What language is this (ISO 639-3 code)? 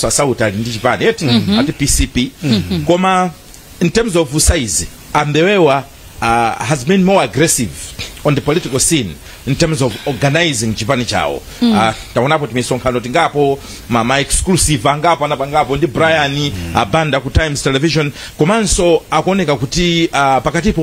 nya